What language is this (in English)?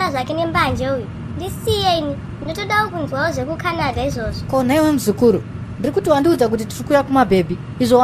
Shona